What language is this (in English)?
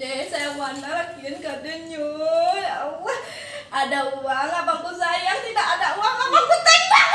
Minangkabau